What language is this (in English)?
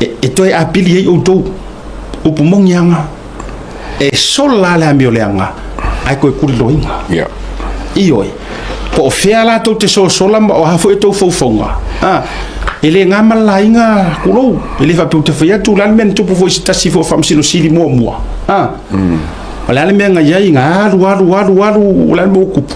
Samoan